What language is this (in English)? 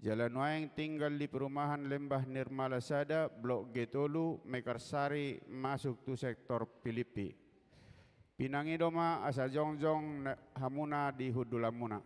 Batak Toba